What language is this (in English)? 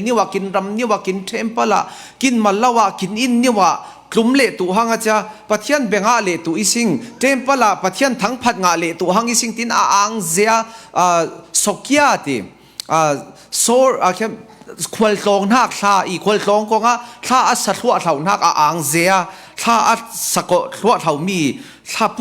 Falam Chin